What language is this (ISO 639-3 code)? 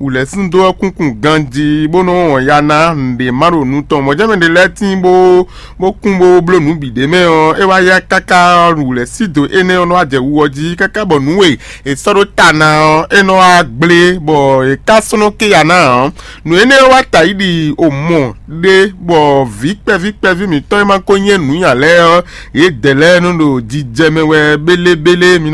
fon